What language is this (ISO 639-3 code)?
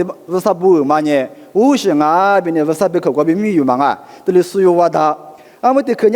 lis